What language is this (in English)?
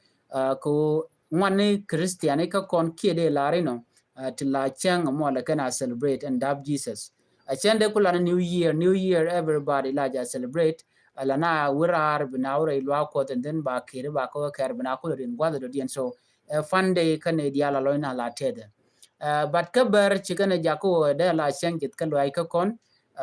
Nuer